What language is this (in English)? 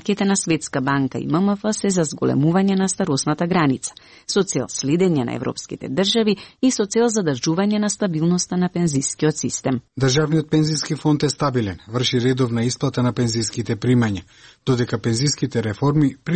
Macedonian